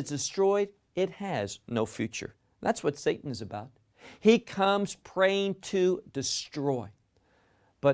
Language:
English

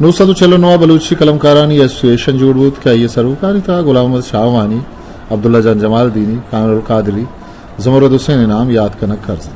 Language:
Eastern Balochi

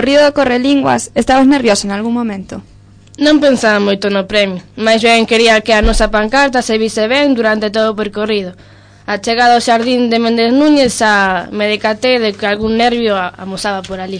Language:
Galician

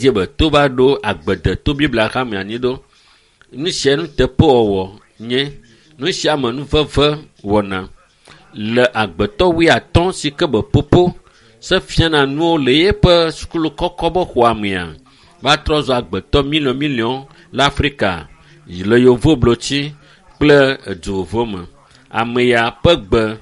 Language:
Ewe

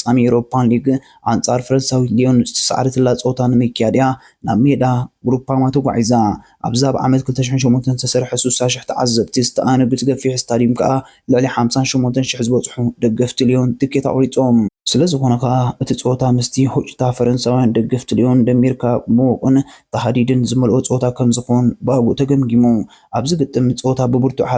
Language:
Tigrinya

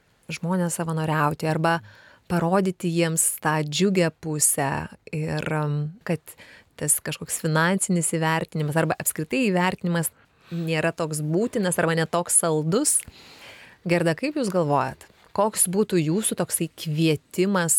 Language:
Lithuanian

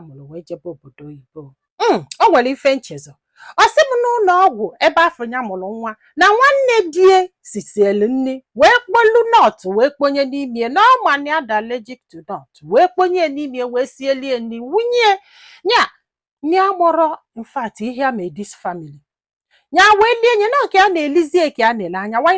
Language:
Igbo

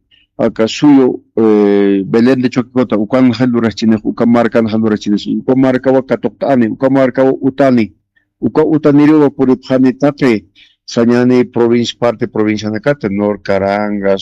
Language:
Aymara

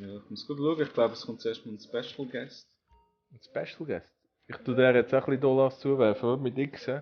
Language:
Swiss German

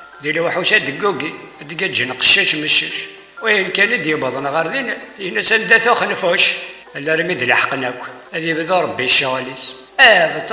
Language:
Kabyle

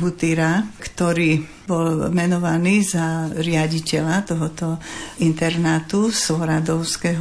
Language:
Slovak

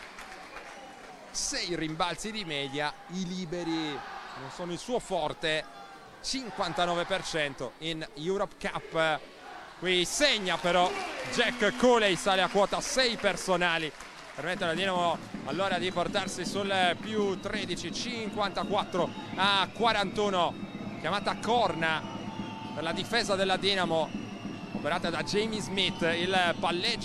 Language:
Italian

